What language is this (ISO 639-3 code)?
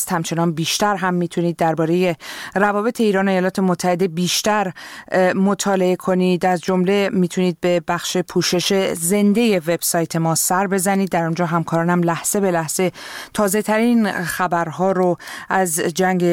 fas